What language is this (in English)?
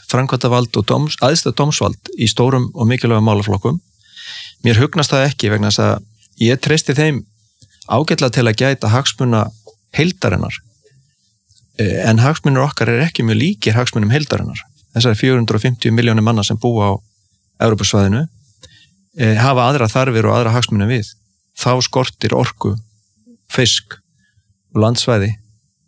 Icelandic